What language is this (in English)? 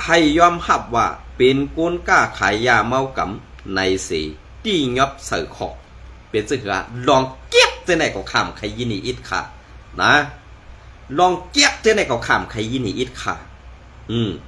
Shan